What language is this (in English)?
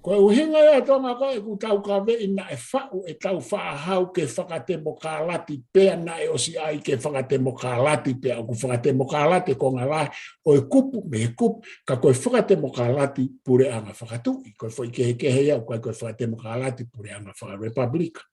Tongan